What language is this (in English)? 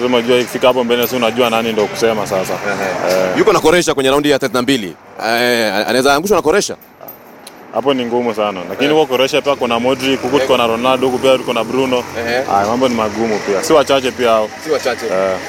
Swahili